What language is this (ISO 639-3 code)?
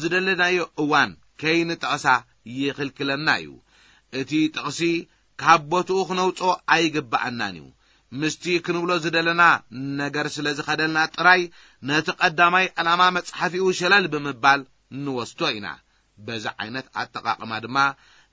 tir